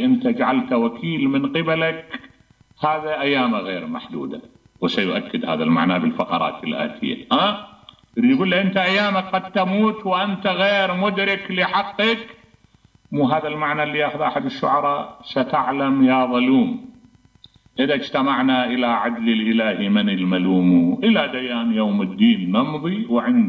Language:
Mesopotamian Arabic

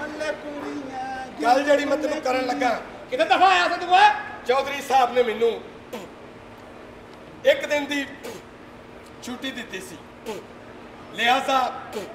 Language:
Punjabi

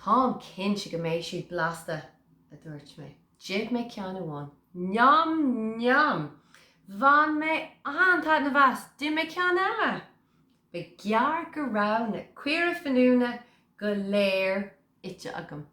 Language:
Irish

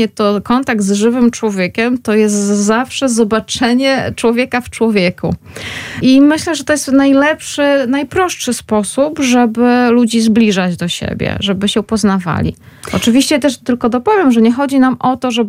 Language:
Polish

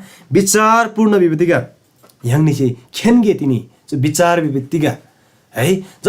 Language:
Eastern Tamang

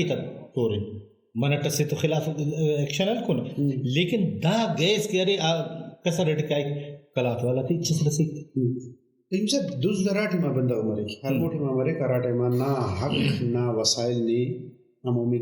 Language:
Brahui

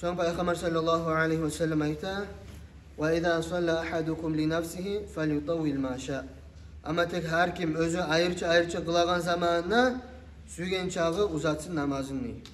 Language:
Kumyk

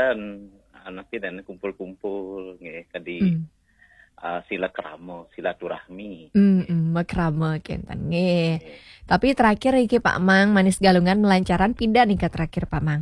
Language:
Balinese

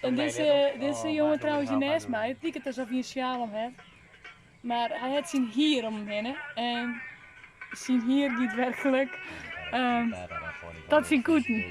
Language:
Western Frisian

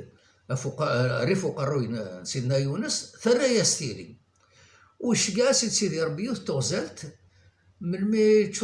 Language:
Kabyle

